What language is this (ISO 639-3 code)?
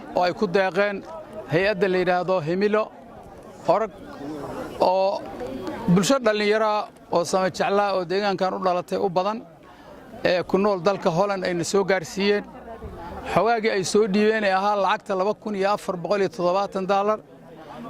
som